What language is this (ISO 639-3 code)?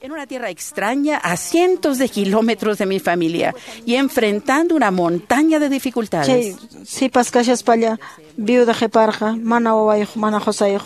que